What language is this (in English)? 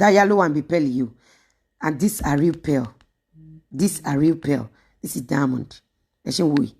Yoruba